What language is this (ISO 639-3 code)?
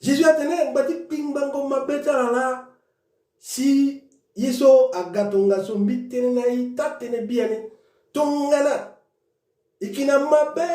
sag